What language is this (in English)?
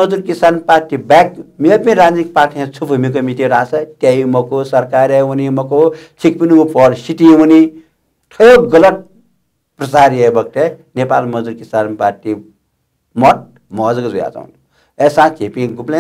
Newari